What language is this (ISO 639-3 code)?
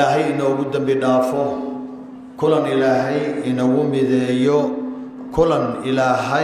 som